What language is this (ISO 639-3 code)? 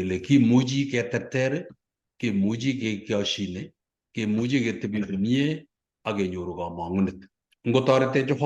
kln